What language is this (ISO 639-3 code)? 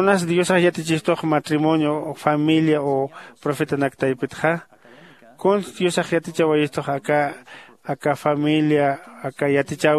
aym